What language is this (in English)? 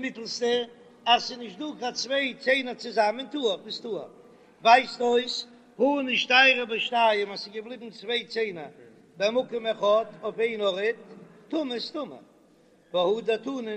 Yiddish